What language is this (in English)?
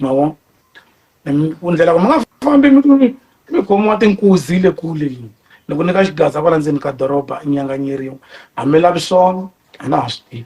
Tsonga